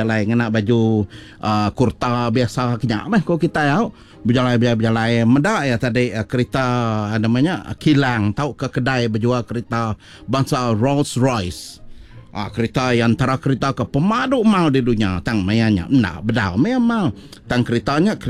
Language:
Iban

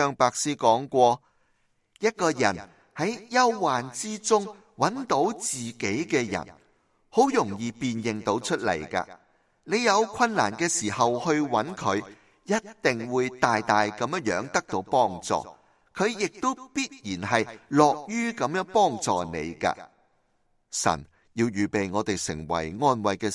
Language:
Cantonese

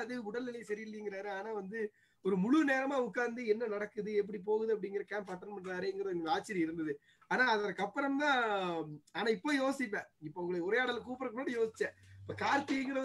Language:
Tamil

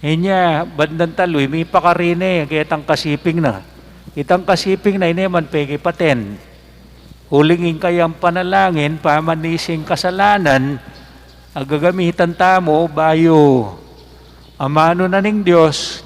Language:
Pampanga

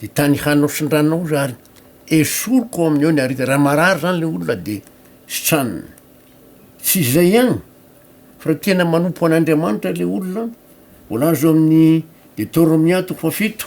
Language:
Malagasy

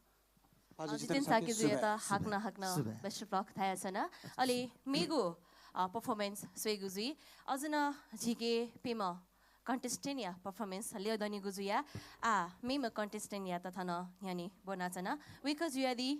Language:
Newari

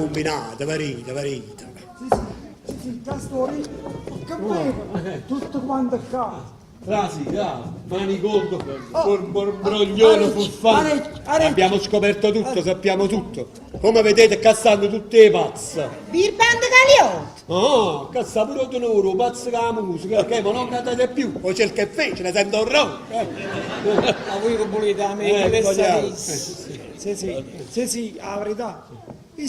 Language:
Neapolitan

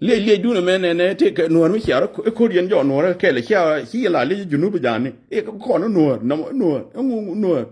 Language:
Nuer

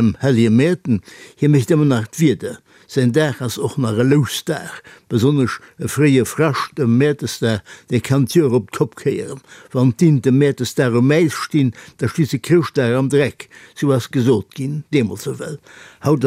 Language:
Luxembourgish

